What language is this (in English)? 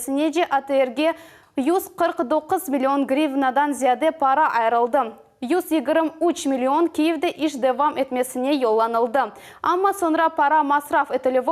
Crimean Tatar